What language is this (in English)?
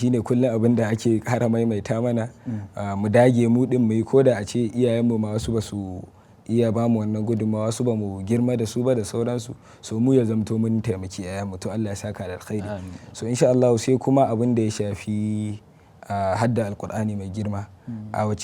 Hausa